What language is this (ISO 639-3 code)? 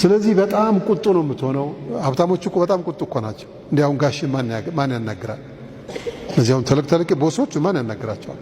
amh